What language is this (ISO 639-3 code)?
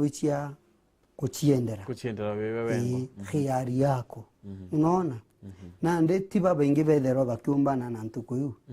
mer